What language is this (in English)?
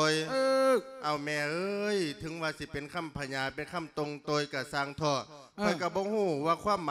Lao